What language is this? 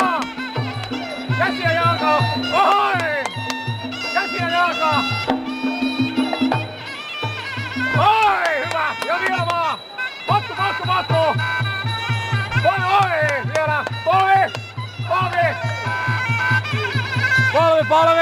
Finnish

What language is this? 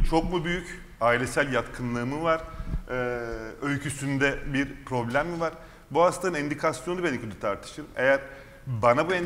Turkish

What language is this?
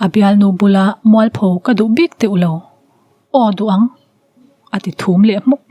Mizo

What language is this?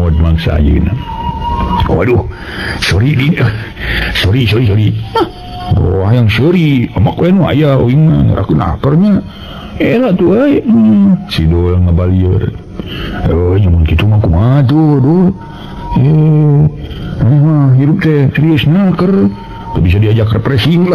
Sundanese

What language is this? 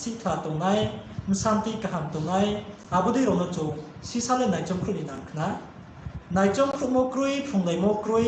Riang (India)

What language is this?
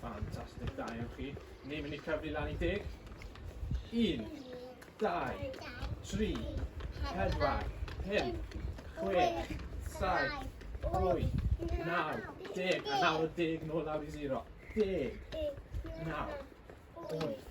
Welsh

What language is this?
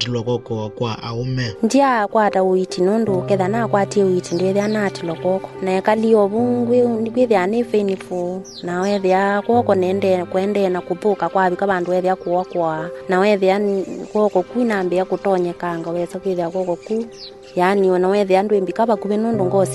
Kamba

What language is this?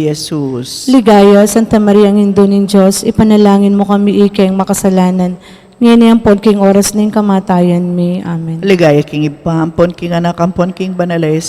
Pampanga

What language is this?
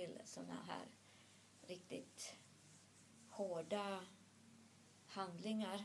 Swedish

